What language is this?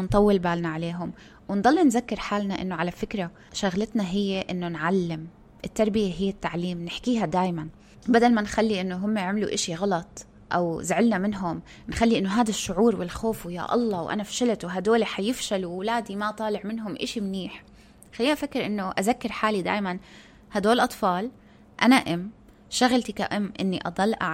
North Levantine Arabic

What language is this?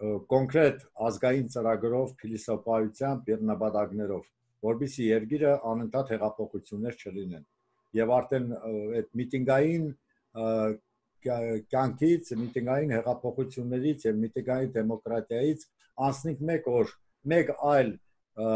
Armenian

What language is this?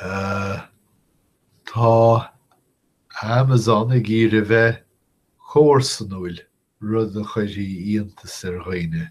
Irish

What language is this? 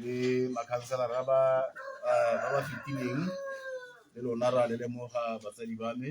Tswana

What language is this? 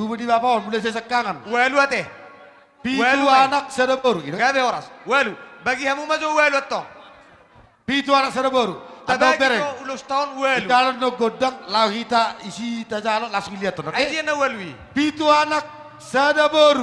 Batak Toba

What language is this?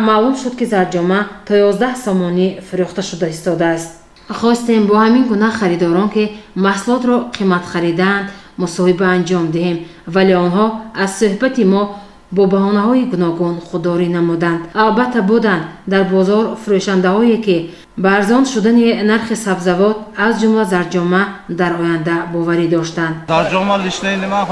Tajik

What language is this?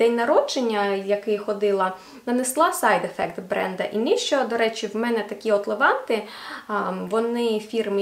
Ukrainian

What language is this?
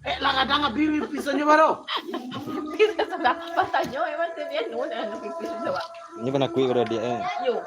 Minangkabau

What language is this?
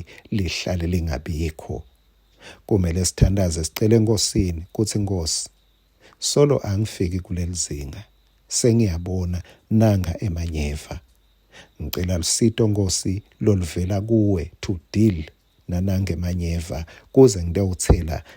Swati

